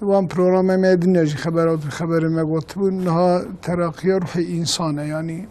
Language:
Kurdish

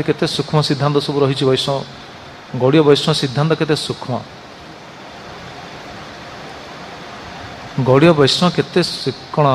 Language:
Odia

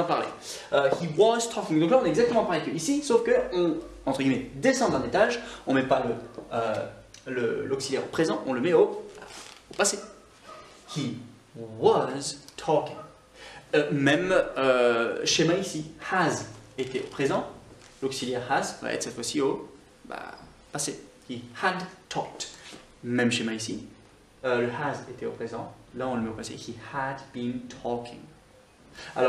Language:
French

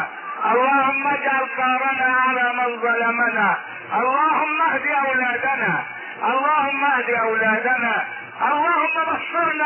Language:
Arabic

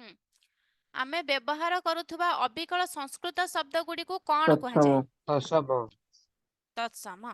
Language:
Odia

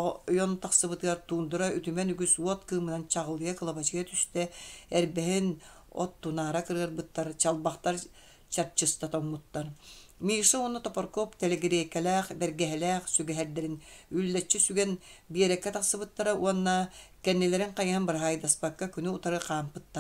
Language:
Yakut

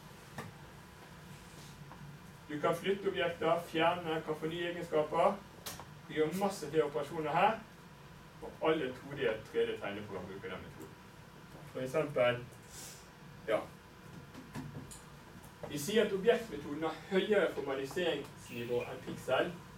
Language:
Norwegian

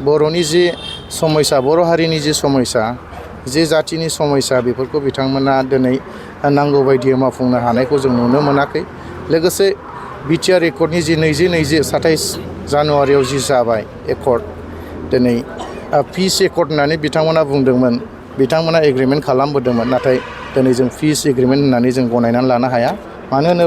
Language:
Bodo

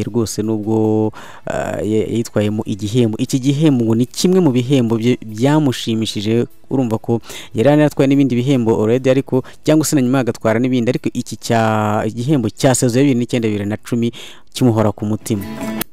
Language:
Kinyarwanda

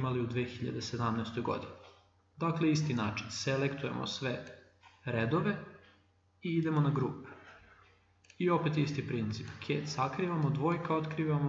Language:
Serbian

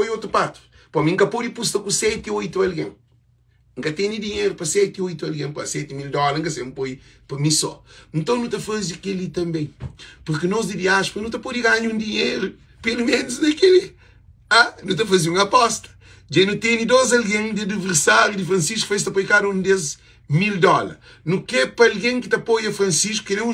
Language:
Kabuverdianu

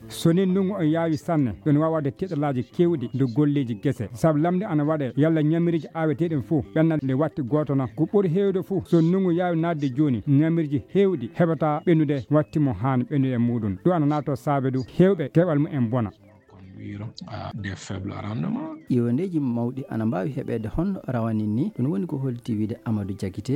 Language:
Fula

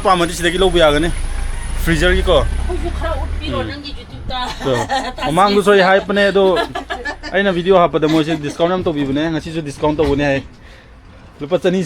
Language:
Manipuri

